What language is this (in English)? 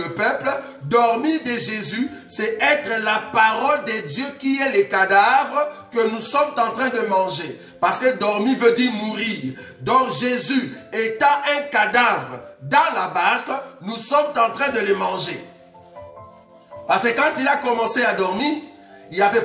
French